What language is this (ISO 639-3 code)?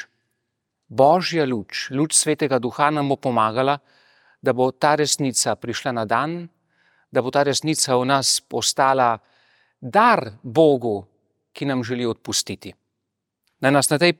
slv